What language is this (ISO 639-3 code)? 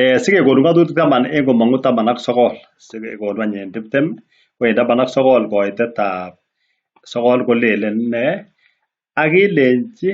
kln